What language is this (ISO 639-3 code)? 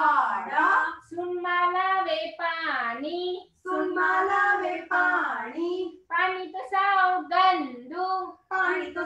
guj